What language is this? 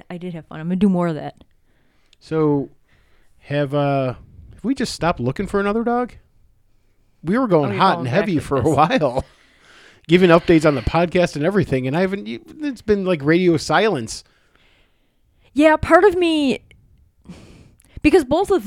English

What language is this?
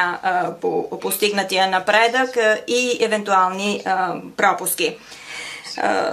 Bulgarian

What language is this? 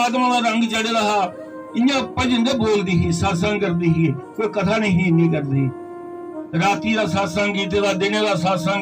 Dogri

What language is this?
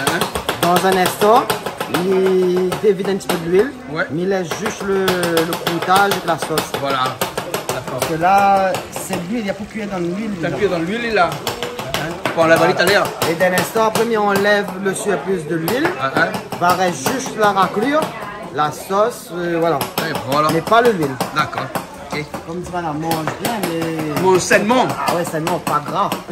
Réunion Creole French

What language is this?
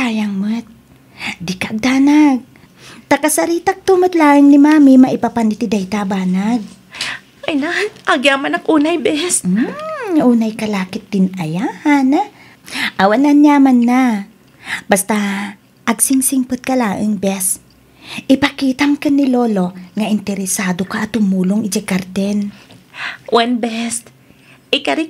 Iloko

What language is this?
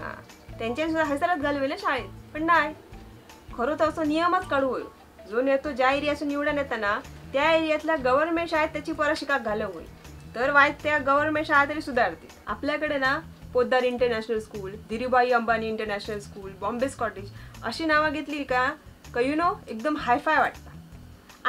Konkani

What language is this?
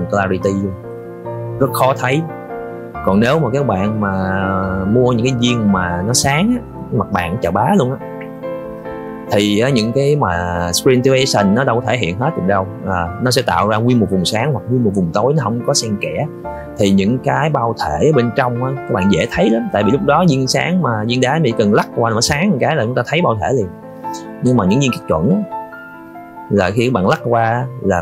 Vietnamese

